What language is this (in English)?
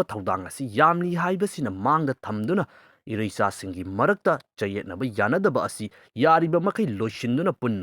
Manipuri